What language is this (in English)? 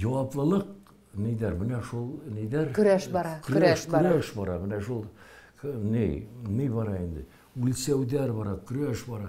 Bashkir